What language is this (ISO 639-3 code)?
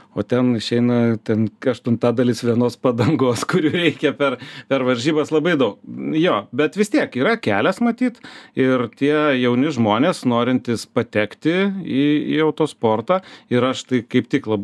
lit